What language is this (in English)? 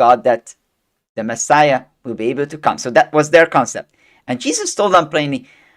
English